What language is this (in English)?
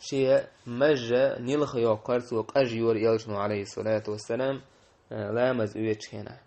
Chechen